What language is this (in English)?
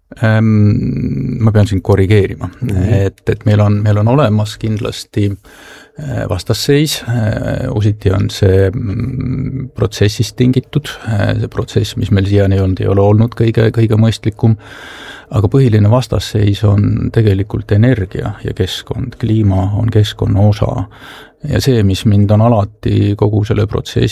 Estonian